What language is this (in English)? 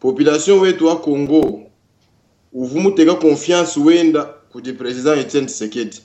Luba-Lulua